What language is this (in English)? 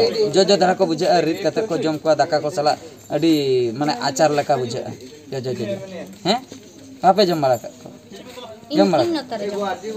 Santali